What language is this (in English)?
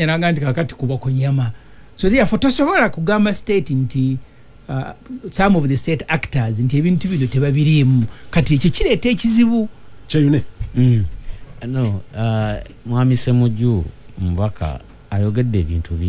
Ganda